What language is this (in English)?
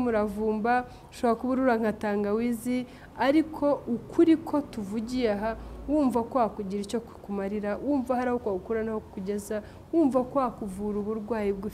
Kinyarwanda